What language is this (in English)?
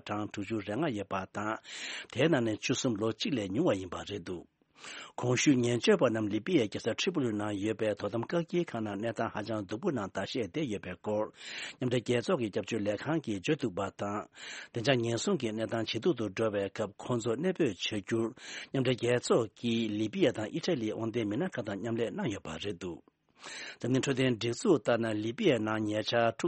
Tibetan